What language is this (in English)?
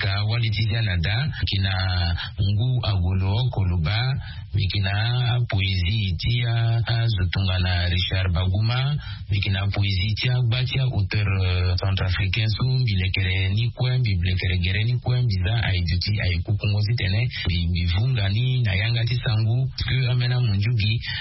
Sango